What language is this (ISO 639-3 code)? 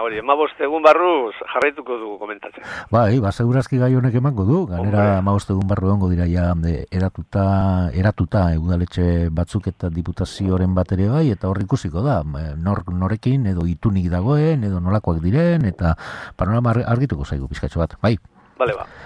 eus